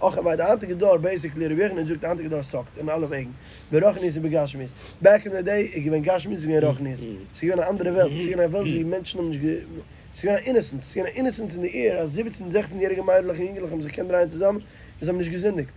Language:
Yiddish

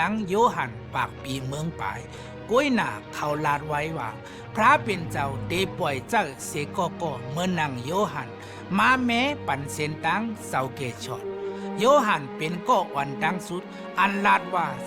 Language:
Shan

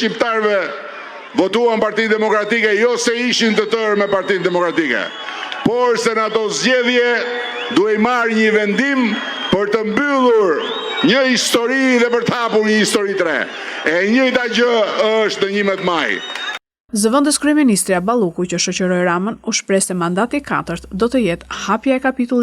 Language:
Albanian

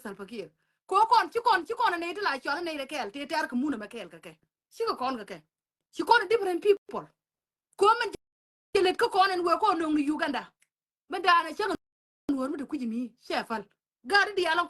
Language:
Nuer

